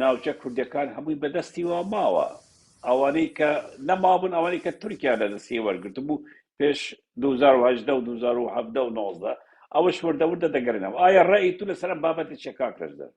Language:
Central Kurdish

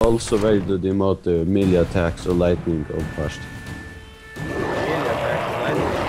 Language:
Faroese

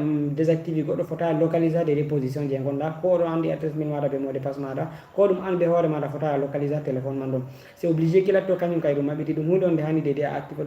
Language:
Fula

